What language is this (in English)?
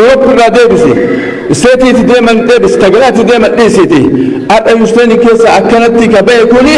Oromo